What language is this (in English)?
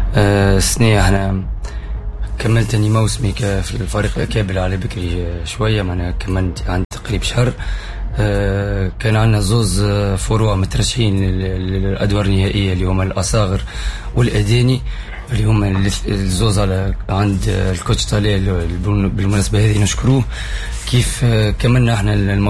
Tunisian Arabic